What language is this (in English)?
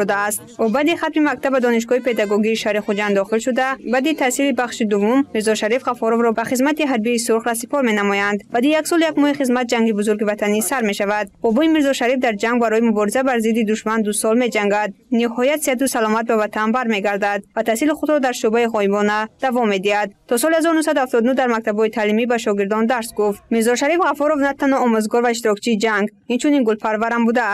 Tajik